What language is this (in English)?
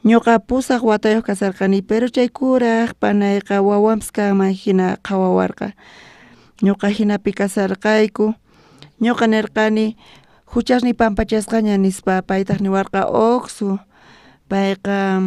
South Bolivian Quechua